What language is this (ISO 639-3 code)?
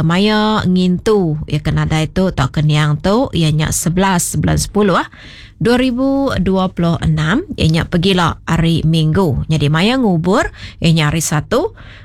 iba